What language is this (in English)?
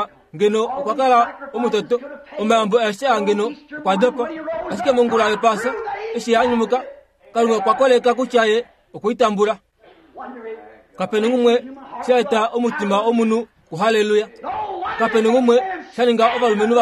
Kuanyama